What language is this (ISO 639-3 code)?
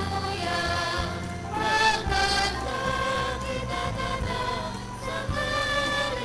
hil